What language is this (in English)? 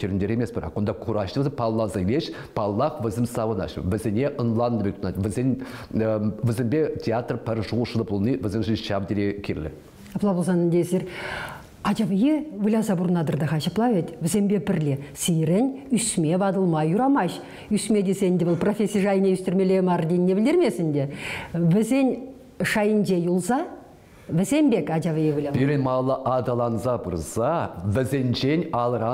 Chuvash